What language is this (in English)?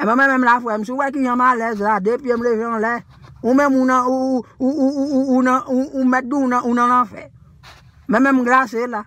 Haitian Creole